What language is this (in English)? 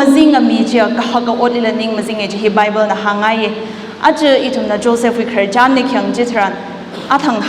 Tangkhul Naga (India)